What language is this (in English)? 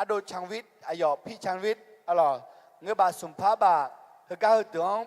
Akha